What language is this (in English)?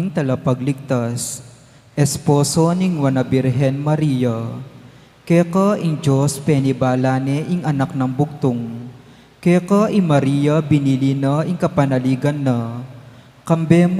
Pampanga